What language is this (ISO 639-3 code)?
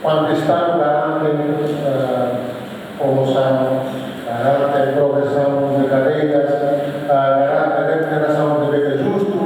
tet